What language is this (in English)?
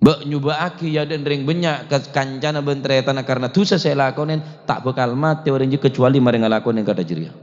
Madurese